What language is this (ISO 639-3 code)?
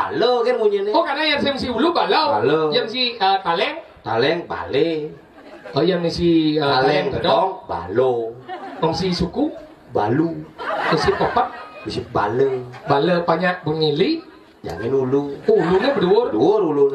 ban